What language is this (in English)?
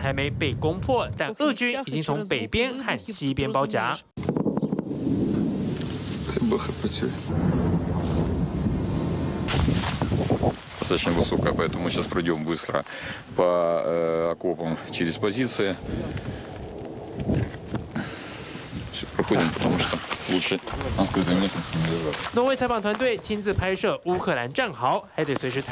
Chinese